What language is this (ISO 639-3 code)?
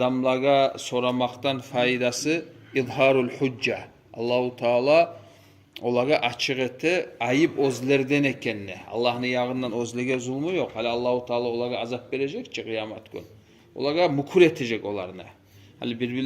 kum